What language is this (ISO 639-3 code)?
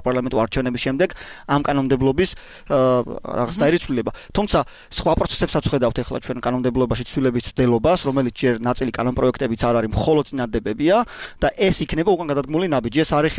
kat